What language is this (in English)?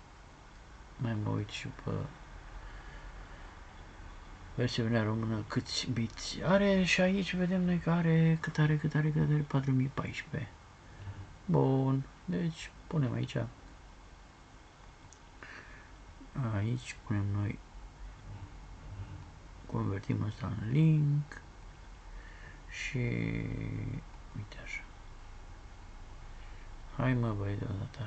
Romanian